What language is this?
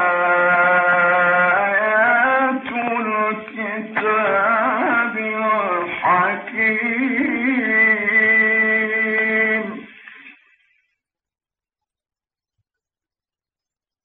Arabic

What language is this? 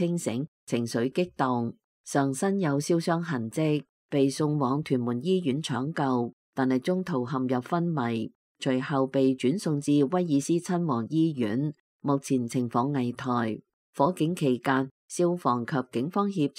Cantonese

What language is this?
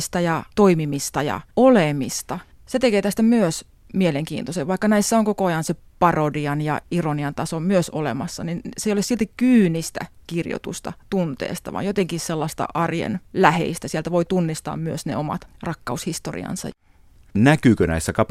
Finnish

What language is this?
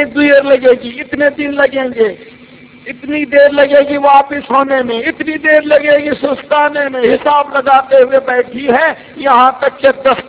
Urdu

